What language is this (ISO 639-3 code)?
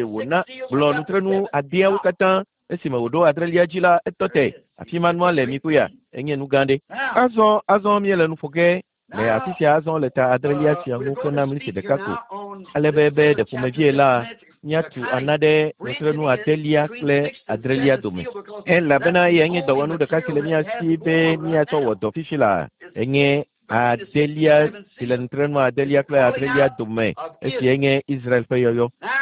ewe